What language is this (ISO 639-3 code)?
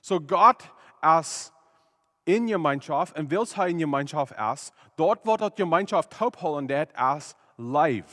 pdt